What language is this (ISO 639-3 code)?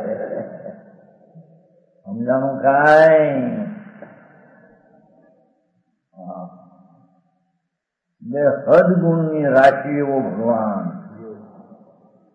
guj